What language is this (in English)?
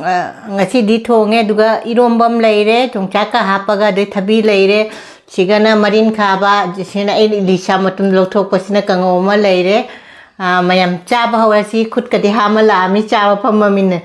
Manipuri